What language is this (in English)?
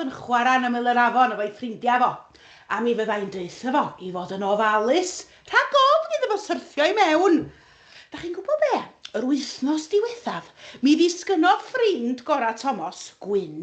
Welsh